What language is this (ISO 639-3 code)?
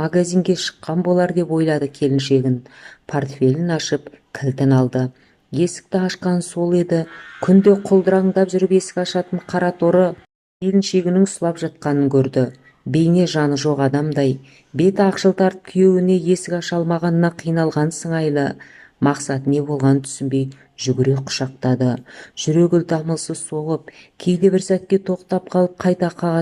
kaz